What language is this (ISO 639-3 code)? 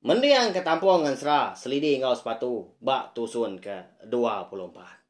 iba